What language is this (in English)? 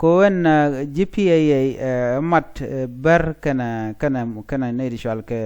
Nuer